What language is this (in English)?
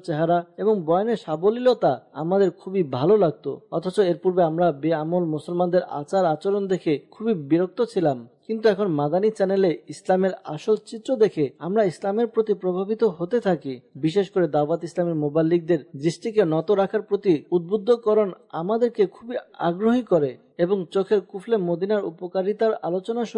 Bangla